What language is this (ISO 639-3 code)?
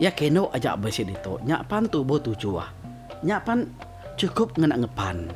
iba